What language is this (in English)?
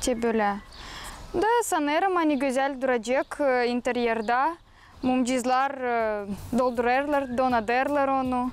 Gagauz